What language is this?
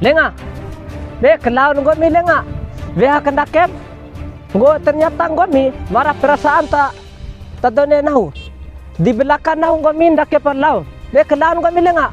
Bima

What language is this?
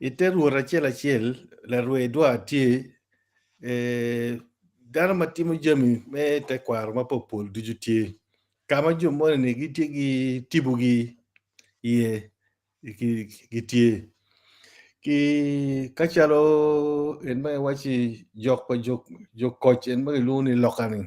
Acoli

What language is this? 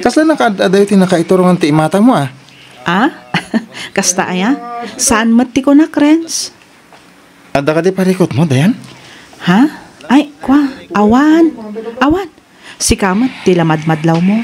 Iloko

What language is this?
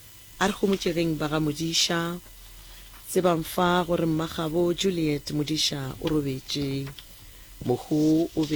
Northern Sotho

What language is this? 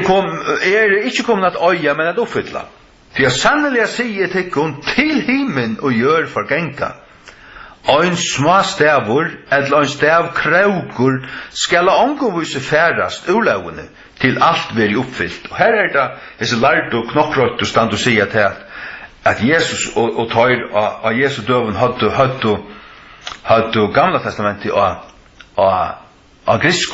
Faroese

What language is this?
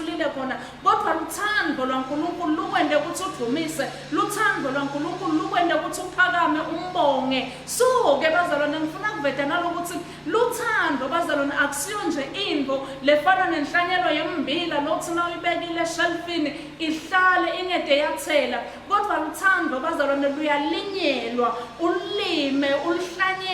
Swati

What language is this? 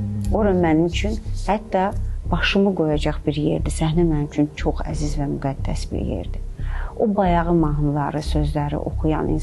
Azerbaijani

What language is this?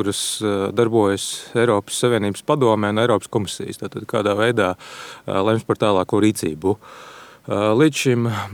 Latvian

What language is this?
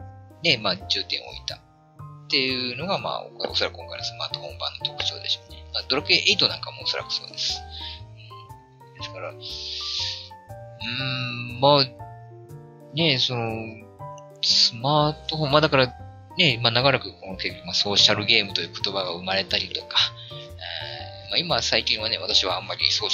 Japanese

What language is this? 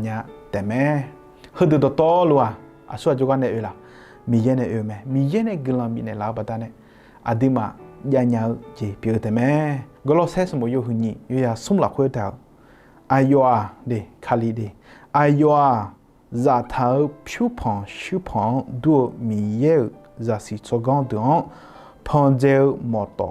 Akha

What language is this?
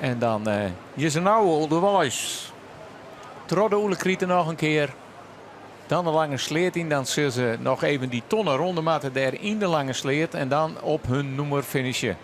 Western Frisian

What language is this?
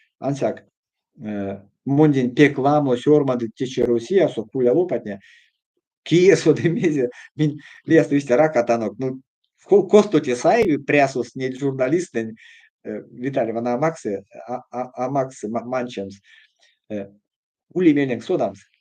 Erzya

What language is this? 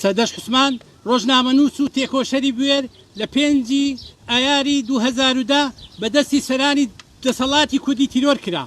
Central Kurdish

